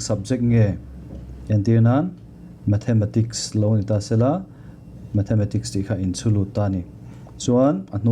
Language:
Mizo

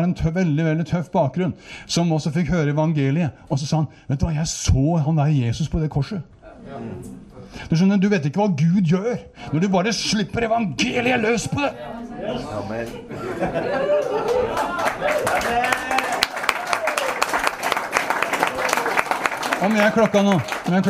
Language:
Norwegian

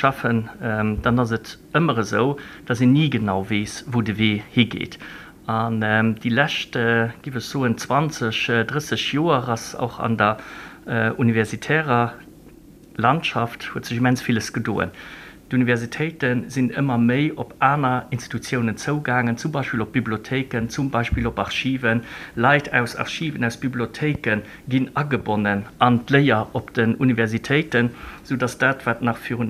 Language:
Luxembourgish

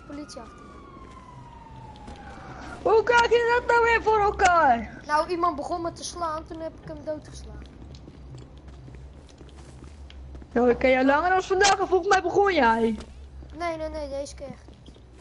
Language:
Dutch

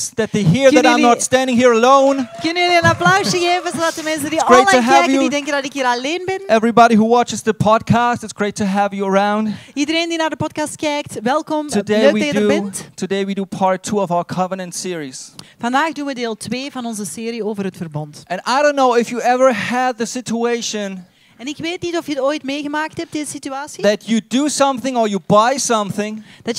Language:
Dutch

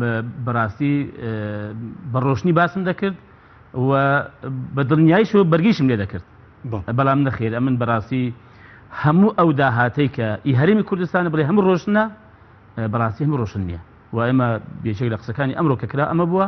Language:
Central Kurdish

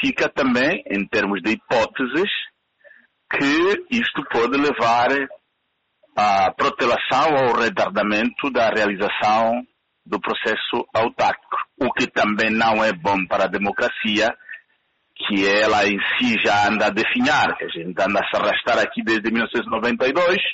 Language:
Portuguese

